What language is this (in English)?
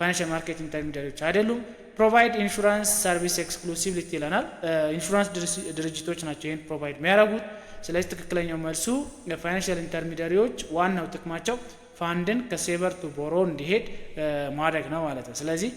Amharic